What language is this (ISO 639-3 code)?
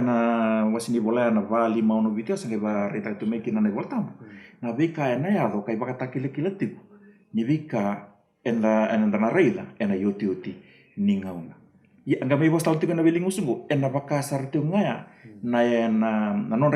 fij